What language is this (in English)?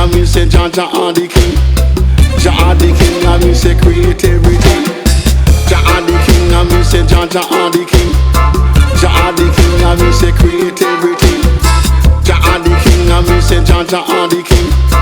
Jamaican Creole English